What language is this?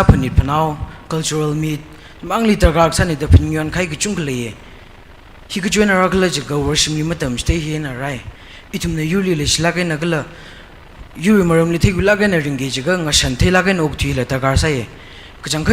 Tangkhul Naga (India)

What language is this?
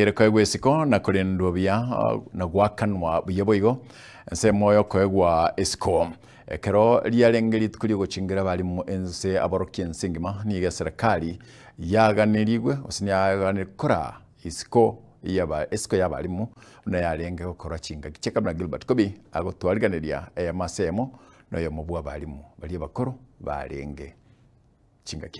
Gusii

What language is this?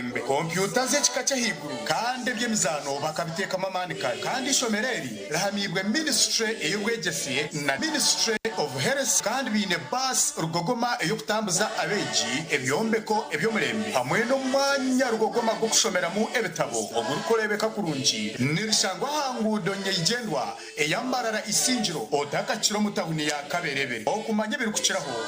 Nyankole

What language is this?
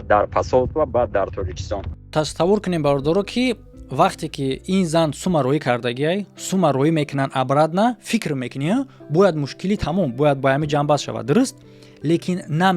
Tajik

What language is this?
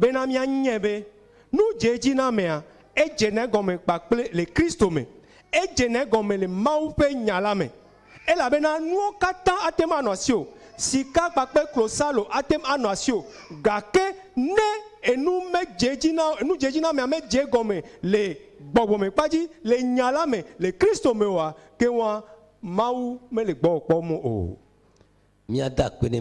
Ewe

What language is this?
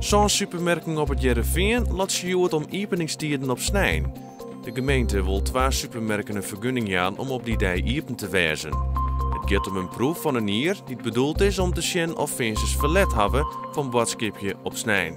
Western Frisian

